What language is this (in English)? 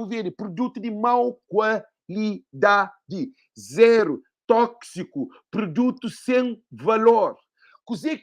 Kabuverdianu